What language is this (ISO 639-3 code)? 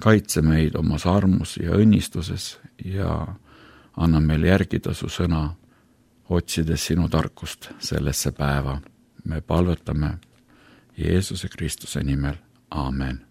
est